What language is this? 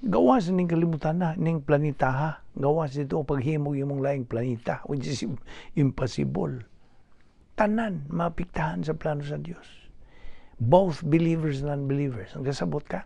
Cebuano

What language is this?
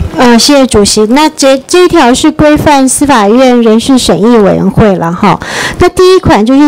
Chinese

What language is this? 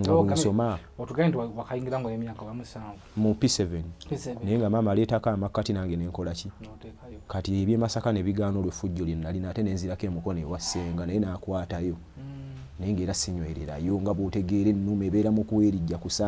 Ganda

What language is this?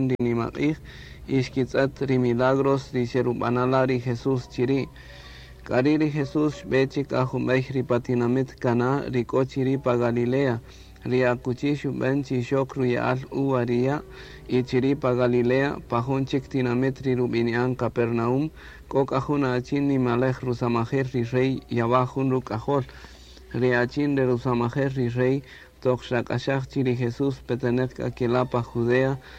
Kaqchikel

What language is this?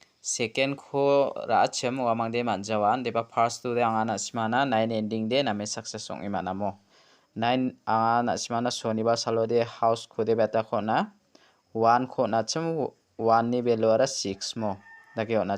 Garo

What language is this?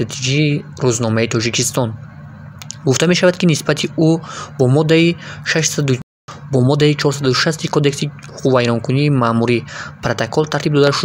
Tajik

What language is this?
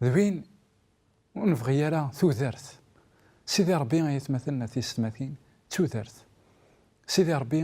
Kabyle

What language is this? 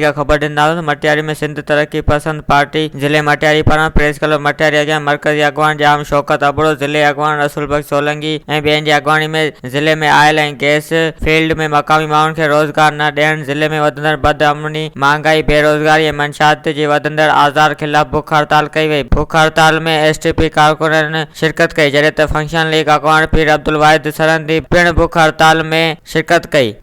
Sindhi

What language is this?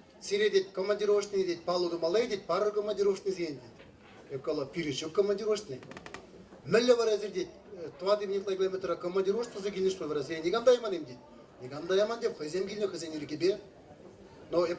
Chuvash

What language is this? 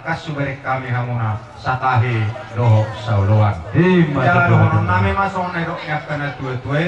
Batak Toba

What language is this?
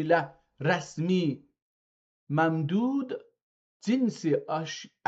South Azerbaijani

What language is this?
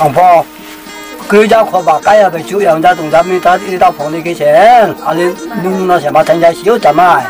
Riang (India)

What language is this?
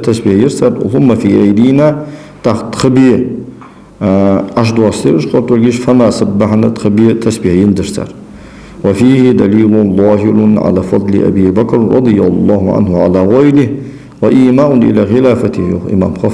Ingush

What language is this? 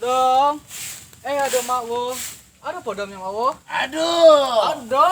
Minangkabau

